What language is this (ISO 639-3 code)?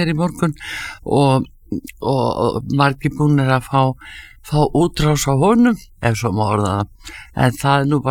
isl